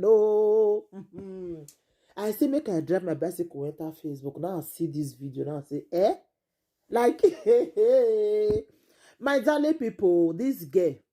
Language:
Nigerian Pidgin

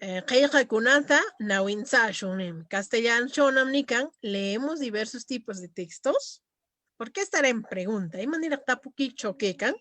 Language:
Corongo Ancash Quechua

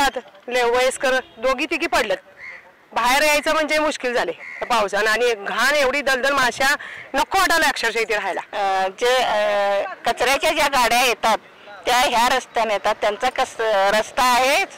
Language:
Marathi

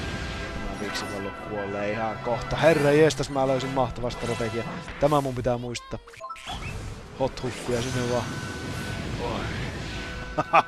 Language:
Finnish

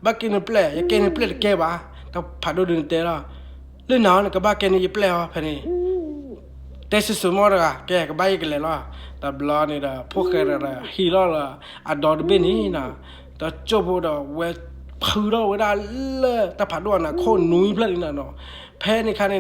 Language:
S'gaw Karen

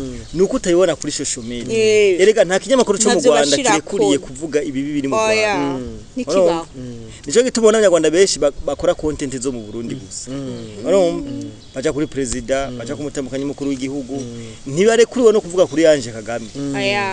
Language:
Rundi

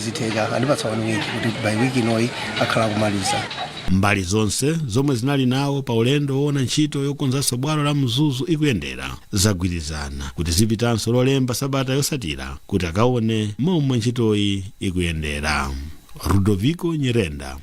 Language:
Nyanja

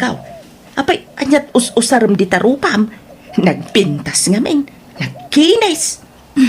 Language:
Iloko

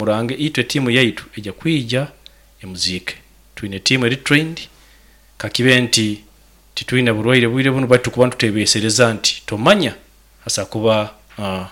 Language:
Nyoro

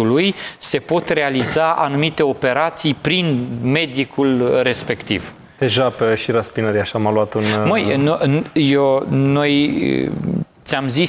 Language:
Romanian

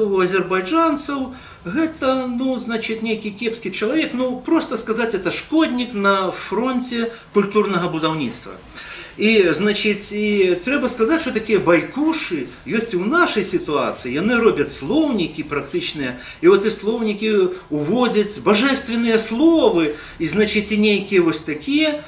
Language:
Belarusian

